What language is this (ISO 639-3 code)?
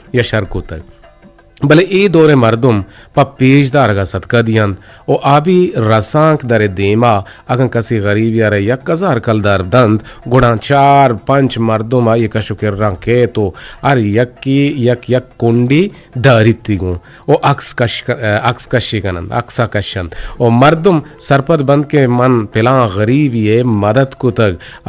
bgp